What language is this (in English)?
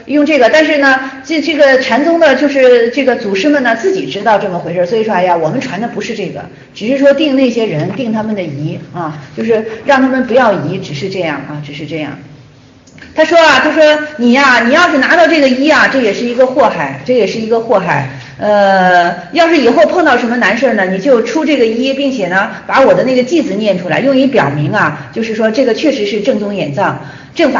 Chinese